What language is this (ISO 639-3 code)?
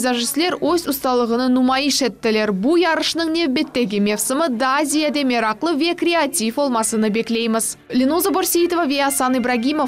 crh